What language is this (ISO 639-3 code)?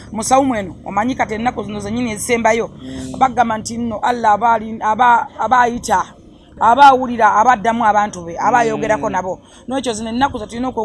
lug